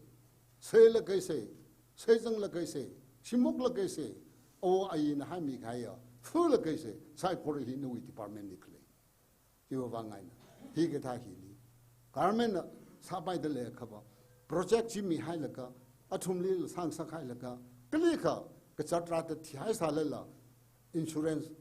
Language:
Tangkhul Naga (India)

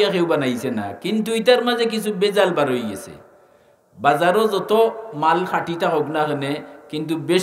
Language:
Sylheti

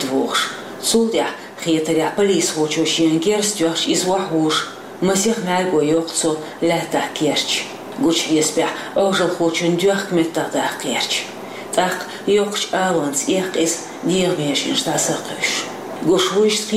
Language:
Chechen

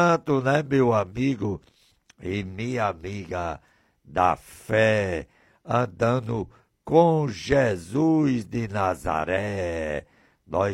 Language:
Portuguese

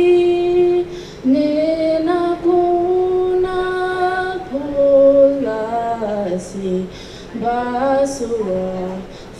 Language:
English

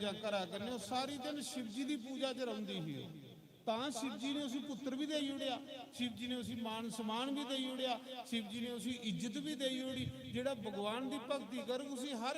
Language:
Dogri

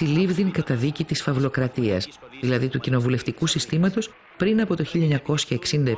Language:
Greek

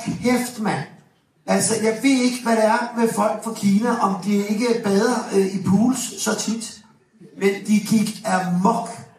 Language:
Danish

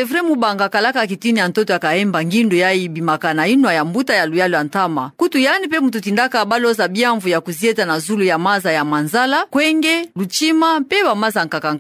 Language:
Kituba (Democratic Republic of Congo)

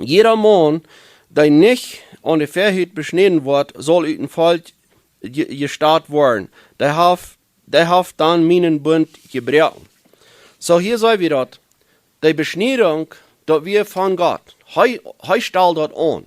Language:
Plautdietsch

